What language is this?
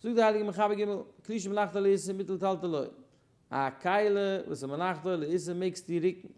Yiddish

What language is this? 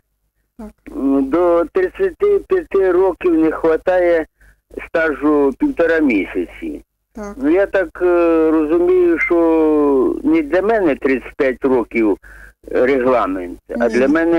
Ukrainian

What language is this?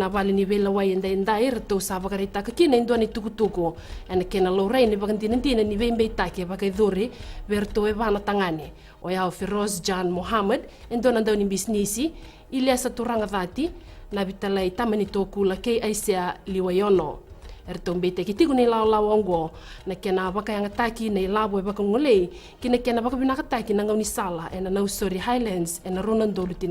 Fijian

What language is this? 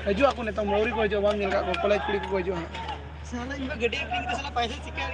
Santali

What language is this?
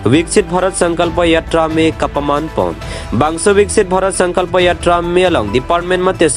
Karbi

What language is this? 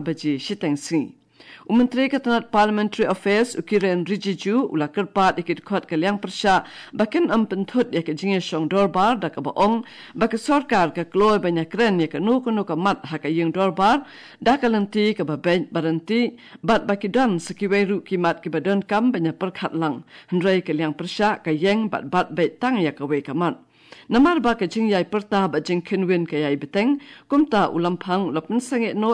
Khasi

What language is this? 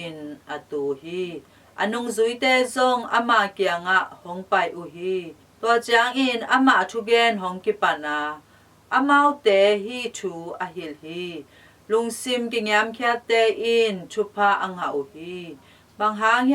Tedim Chin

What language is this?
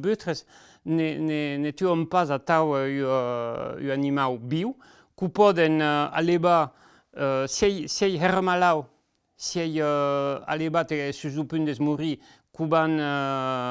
Occitan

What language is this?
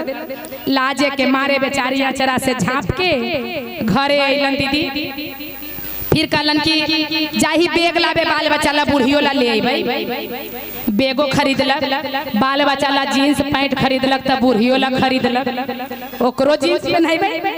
Magahi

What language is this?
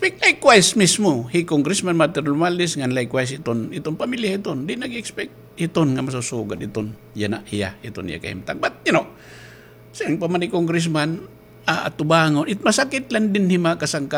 Waray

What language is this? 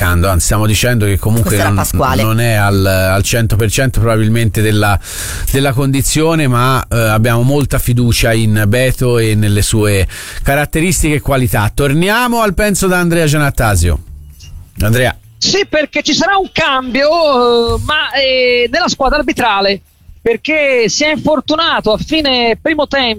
Italian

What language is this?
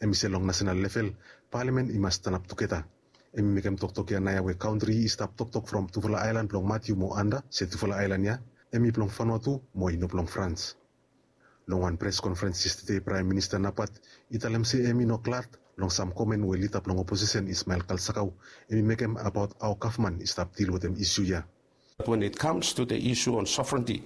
Bislama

